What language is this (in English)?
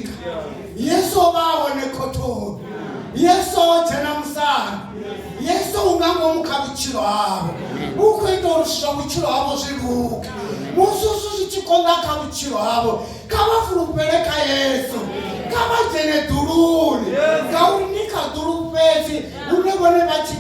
Venda